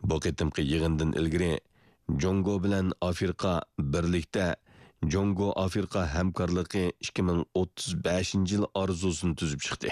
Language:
Uyghur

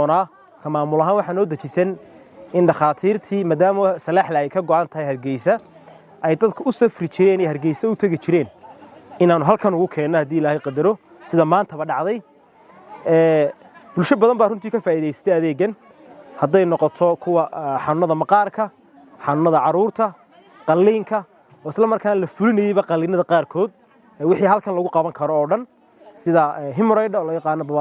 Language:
Somali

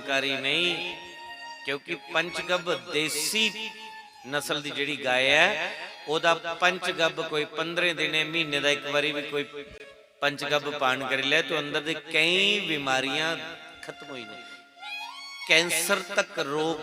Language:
Dogri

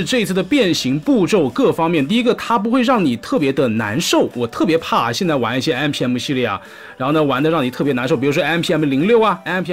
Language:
Chinese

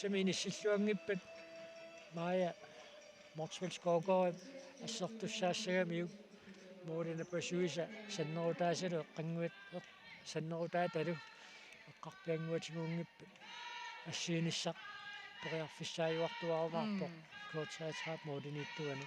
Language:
Kalaallisut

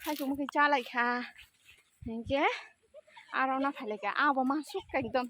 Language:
Kok Borok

